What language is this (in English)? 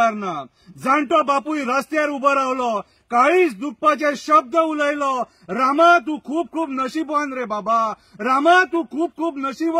Konkani